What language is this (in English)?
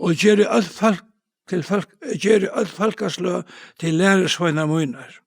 Faroese